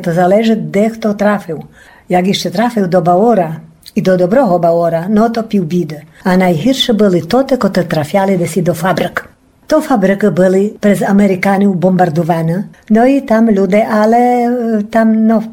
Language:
Rusyn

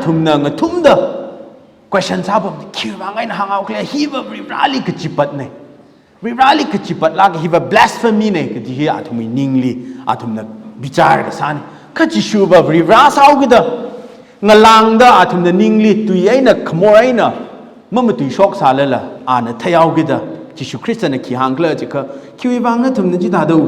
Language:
Tangkhul Naga (India)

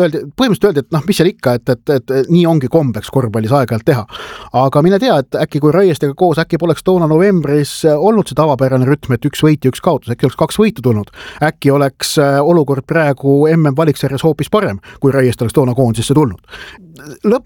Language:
Estonian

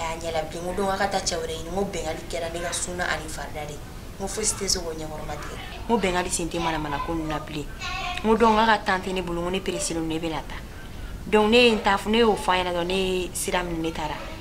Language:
Bambara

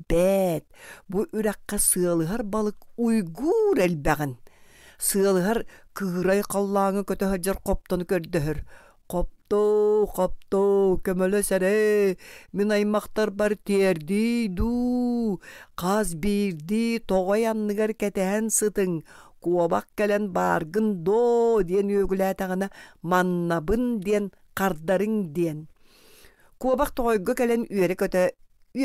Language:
Yakut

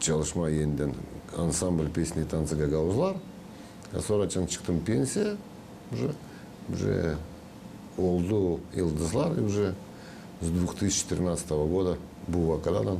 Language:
Gagauz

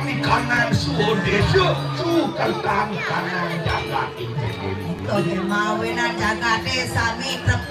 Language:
Balinese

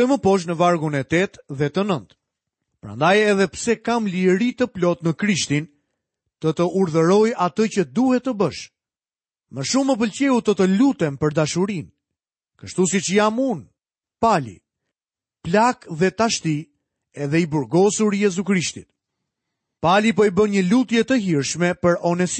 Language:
Albanian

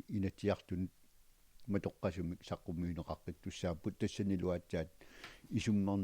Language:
Kalaallisut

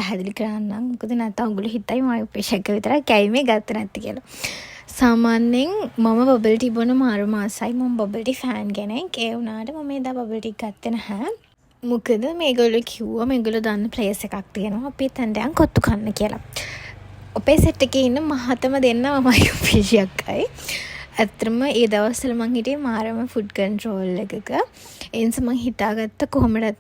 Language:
Sinhala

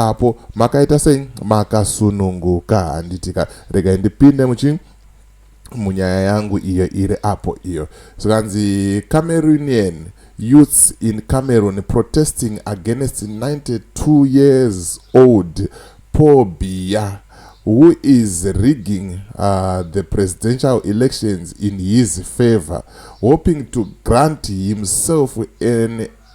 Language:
Shona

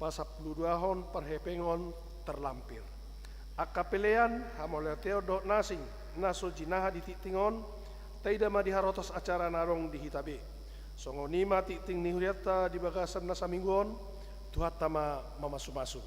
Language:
Batak Toba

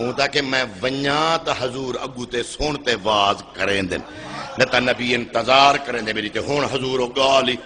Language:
Saraiki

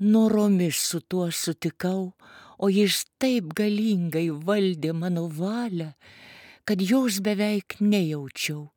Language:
Lithuanian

